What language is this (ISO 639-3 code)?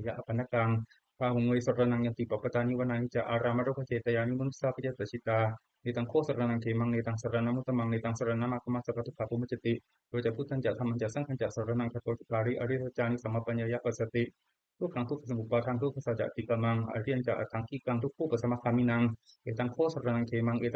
pli